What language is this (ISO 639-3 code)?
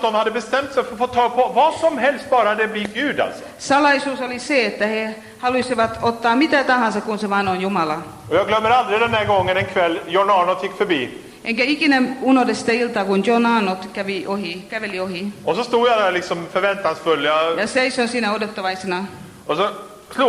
swe